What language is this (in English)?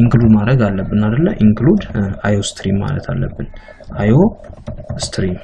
Amharic